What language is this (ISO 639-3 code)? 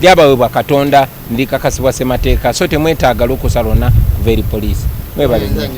lug